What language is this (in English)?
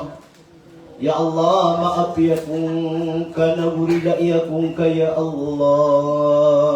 Maranao